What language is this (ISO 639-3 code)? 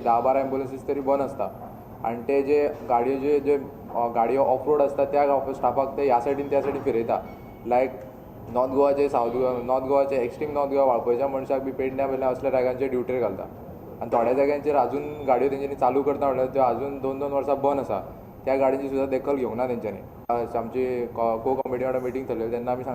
kok